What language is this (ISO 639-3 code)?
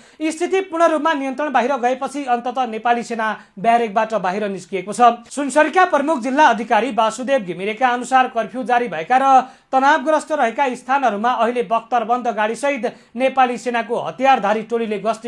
nep